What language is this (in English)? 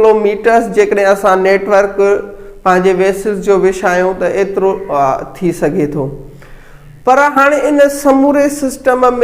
Sindhi